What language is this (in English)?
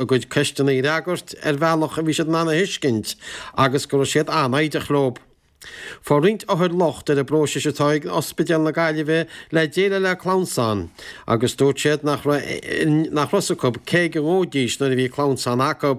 Irish